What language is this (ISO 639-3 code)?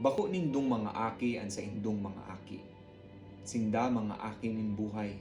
bik